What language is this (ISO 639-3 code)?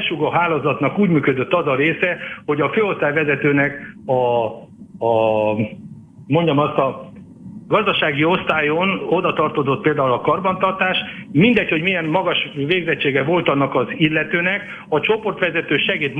hun